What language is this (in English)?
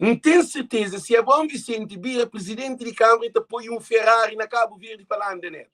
Kabuverdianu